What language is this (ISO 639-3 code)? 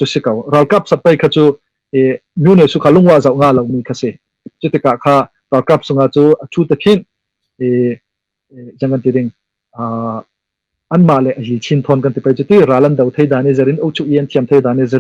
cnh